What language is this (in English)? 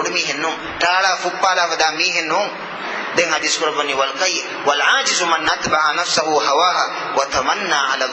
Divehi